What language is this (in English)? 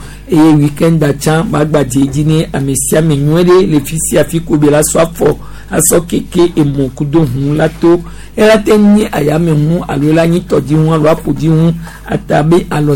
Gen